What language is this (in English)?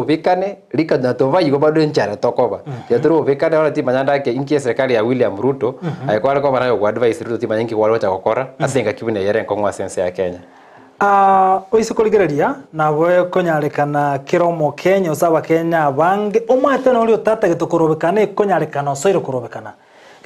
Gusii